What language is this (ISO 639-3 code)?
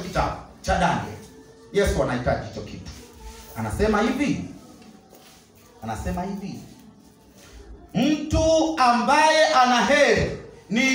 swa